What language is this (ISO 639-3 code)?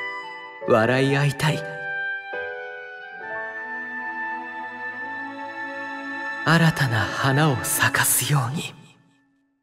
jpn